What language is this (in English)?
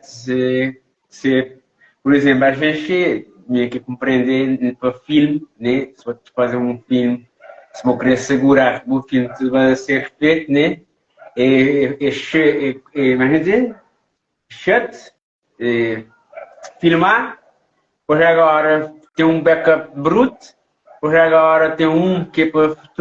Kabuverdianu